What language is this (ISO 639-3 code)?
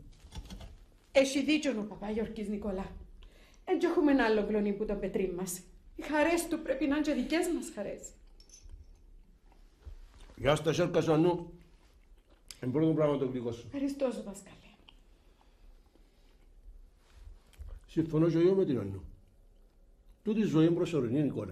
ell